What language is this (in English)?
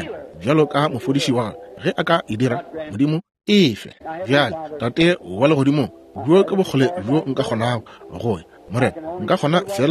Northern Sotho